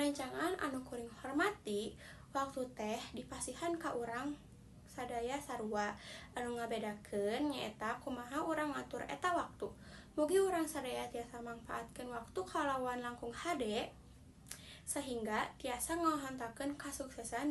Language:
Sundanese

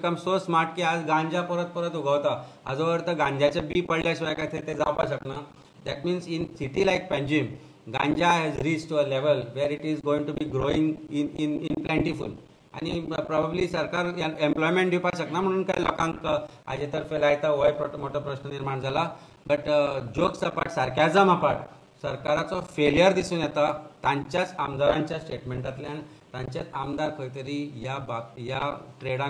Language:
Konkani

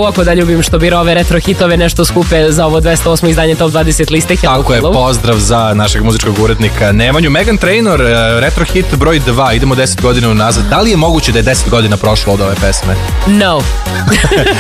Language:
Serbian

